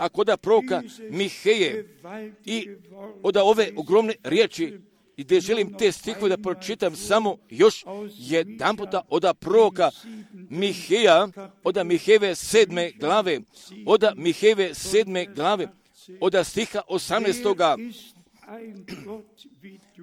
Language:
Croatian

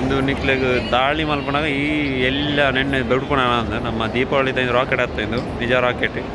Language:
Tulu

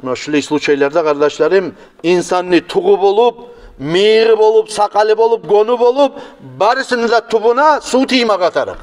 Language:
Kumyk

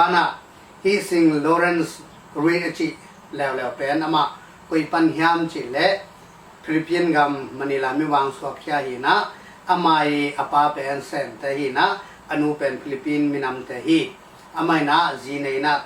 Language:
Tedim Chin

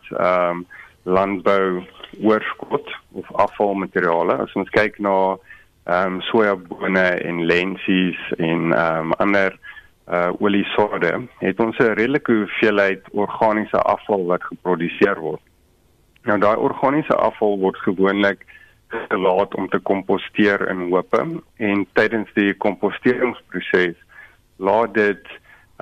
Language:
Afrikaans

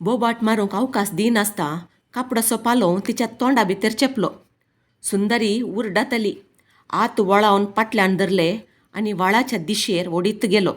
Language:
Konkani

